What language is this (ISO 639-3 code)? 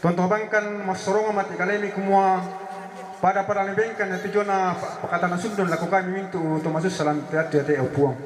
sda